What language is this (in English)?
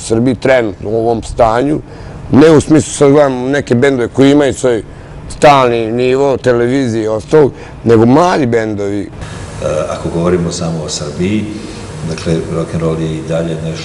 Serbian